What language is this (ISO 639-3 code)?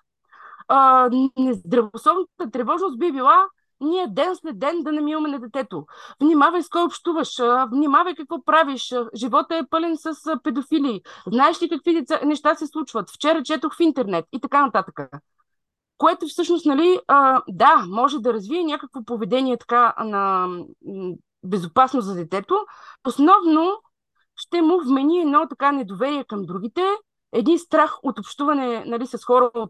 bul